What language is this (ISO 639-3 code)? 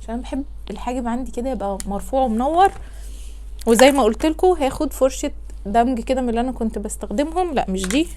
arz